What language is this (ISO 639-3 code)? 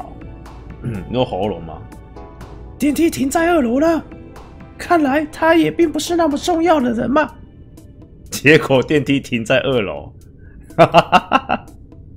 zho